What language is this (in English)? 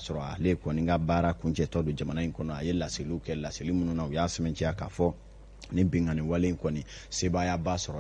Bambara